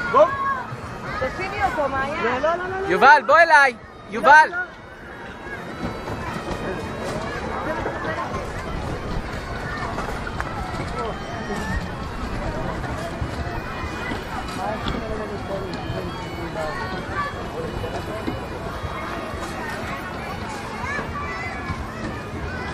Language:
Hebrew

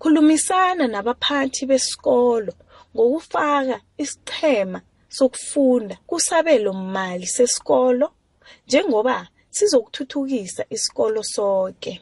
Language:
South Ndebele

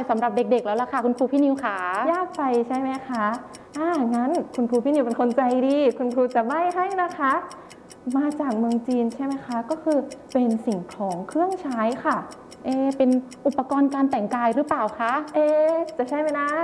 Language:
Thai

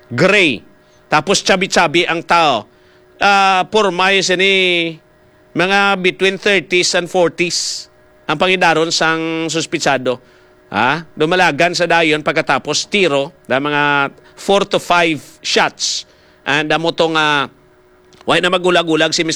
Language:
Hiligaynon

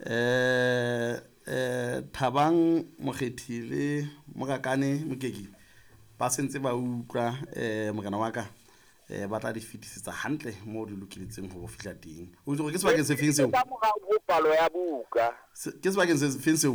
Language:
Southern Sotho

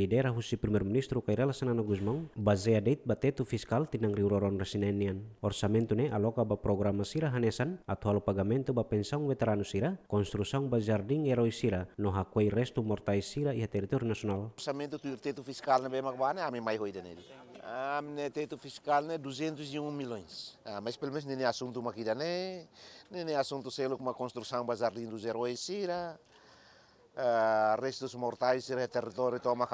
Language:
Tetum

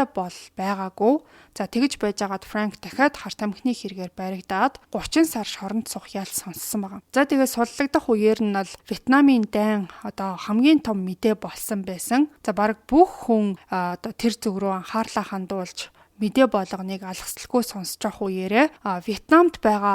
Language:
Mongolian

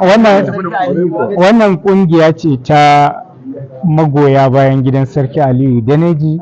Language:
Hausa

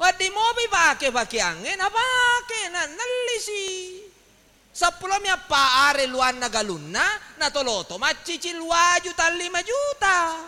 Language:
Buginese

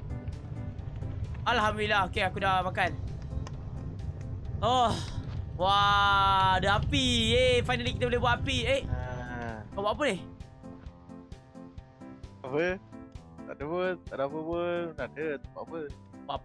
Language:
Malay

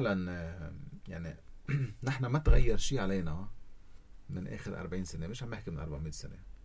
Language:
North Levantine Arabic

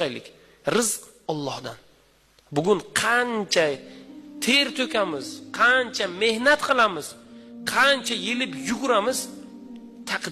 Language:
Uzbek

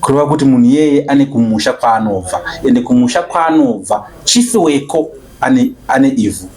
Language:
Shona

